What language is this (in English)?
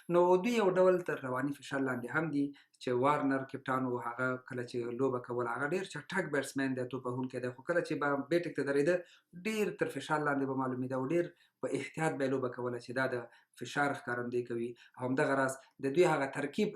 Pashto